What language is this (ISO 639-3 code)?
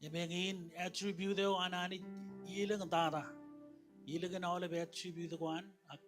mah